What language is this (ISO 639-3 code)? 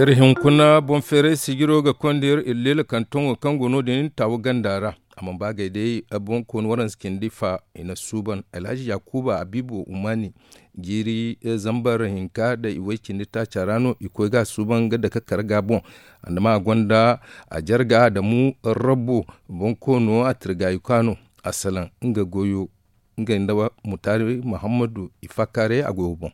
dje